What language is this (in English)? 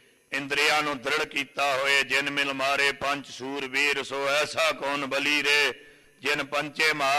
Punjabi